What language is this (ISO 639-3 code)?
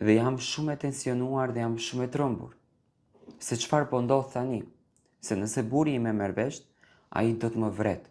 sqi